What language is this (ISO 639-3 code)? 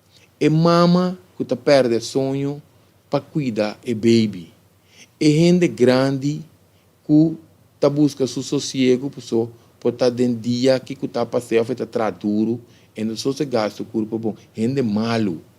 pap